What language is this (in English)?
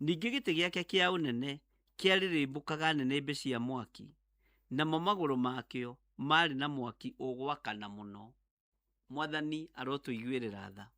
Kikuyu